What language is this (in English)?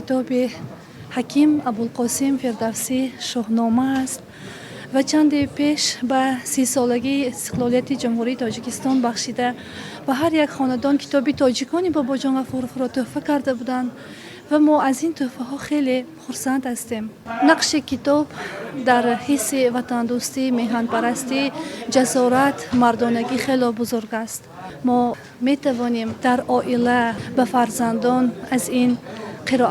Tajik